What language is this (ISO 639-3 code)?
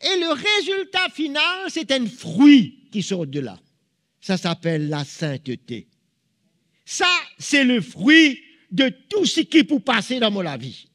mfe